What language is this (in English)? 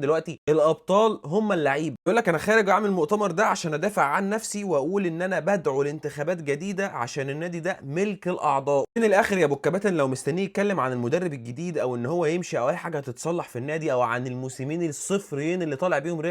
Egyptian Arabic